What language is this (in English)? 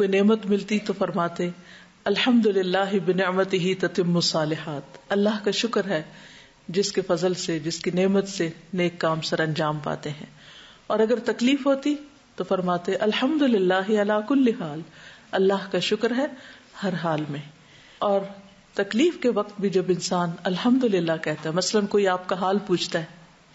Urdu